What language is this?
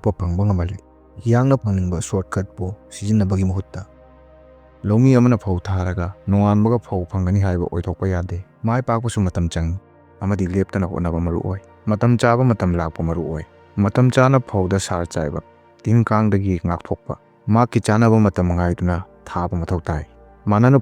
Manipuri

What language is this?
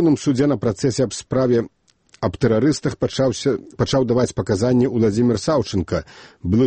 Belarusian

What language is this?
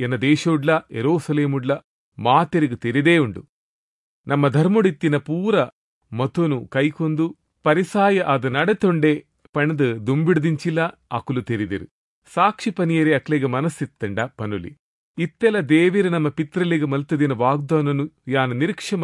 Tulu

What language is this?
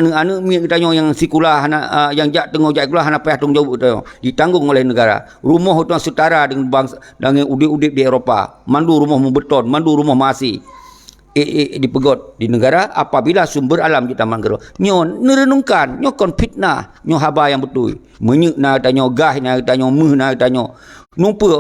Achinese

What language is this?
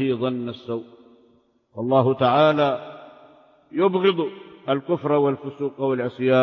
Arabic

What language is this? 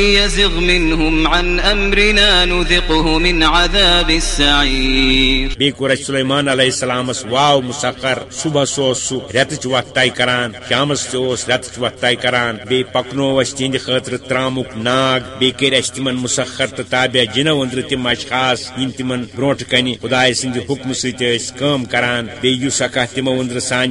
Kashmiri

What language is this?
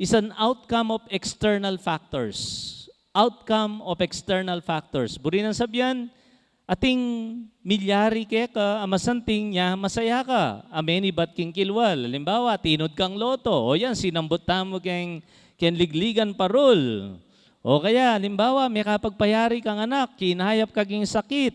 Pampanga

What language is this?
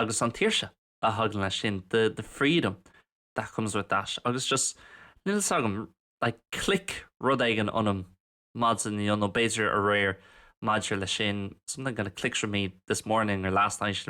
Irish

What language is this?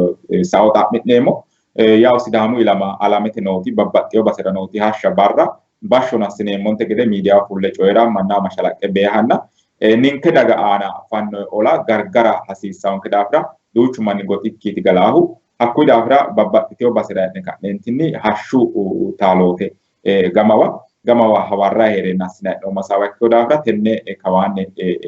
Sidamo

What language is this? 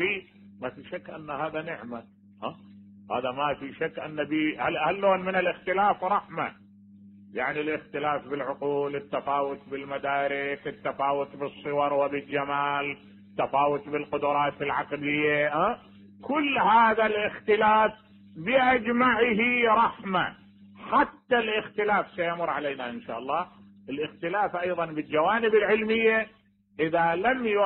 Mesopotamian Arabic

